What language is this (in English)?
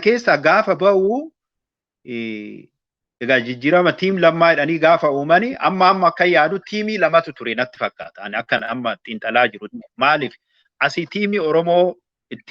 Oromo